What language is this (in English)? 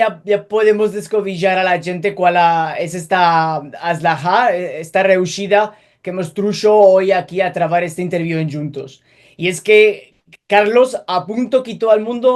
Ladino